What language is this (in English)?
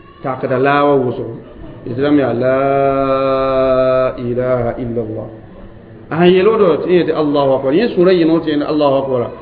Mossi